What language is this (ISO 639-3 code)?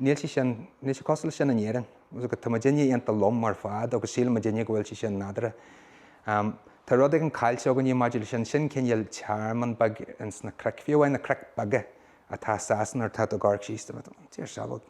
gle